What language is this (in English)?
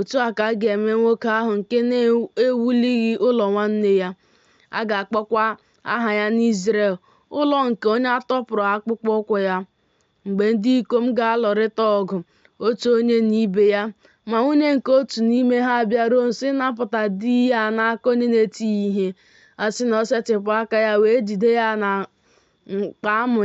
Igbo